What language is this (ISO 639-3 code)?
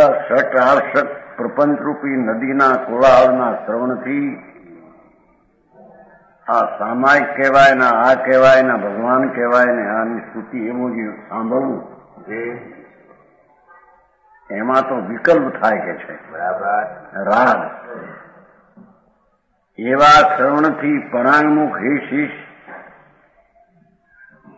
guj